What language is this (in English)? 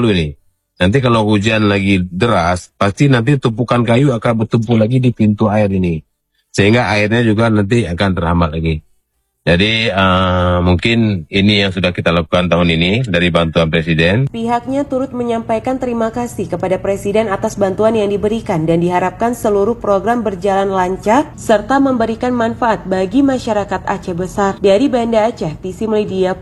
Indonesian